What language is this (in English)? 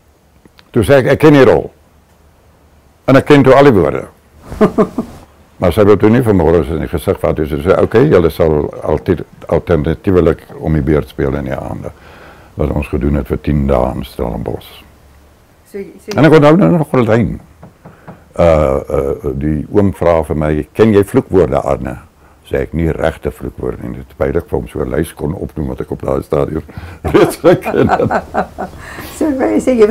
Afrikaans